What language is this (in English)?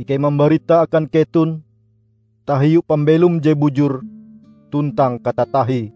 Ngaju